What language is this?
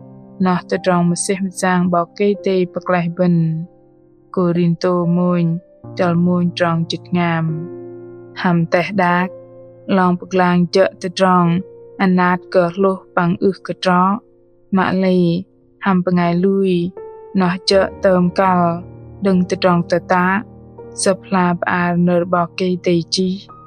Bahnar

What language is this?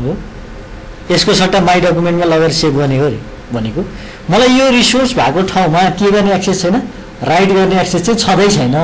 Nepali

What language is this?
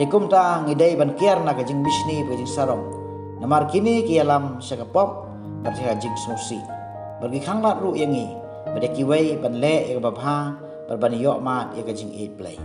Khasi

